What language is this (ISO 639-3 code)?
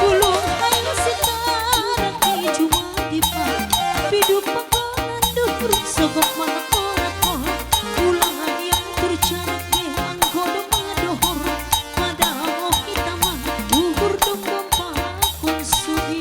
bts